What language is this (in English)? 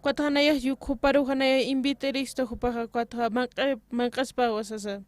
Aymara